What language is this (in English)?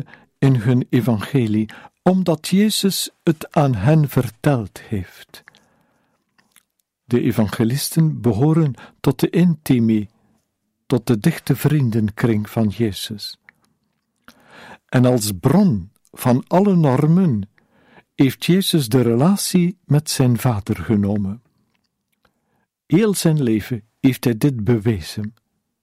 Dutch